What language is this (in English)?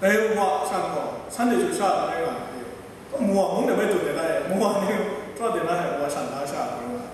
Kachin